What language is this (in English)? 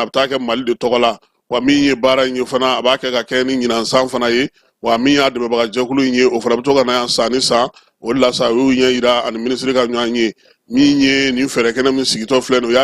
Bambara